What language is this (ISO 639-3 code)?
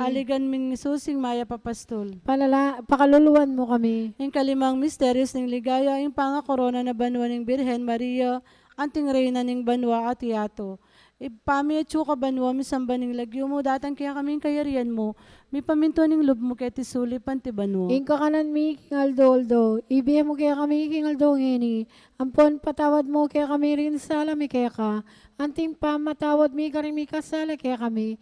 pam